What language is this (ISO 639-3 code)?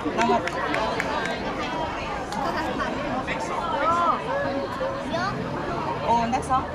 tha